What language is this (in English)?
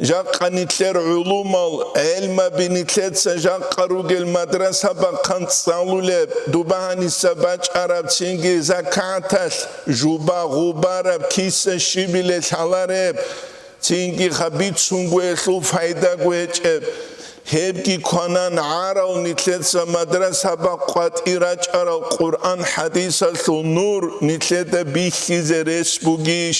Avaric